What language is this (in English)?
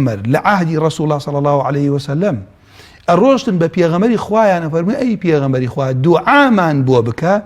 Central Kurdish